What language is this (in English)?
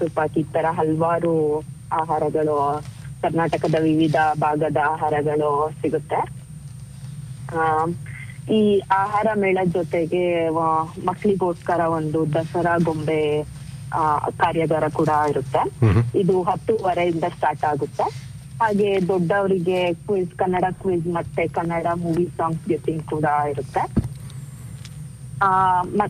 Kannada